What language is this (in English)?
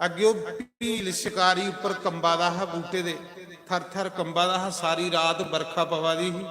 Dogri